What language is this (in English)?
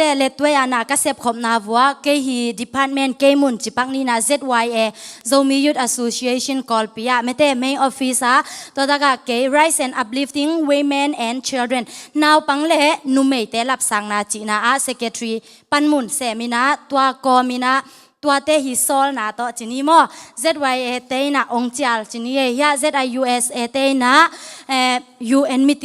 Tedim Chin